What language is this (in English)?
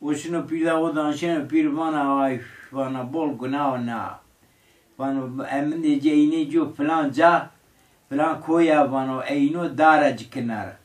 Zaza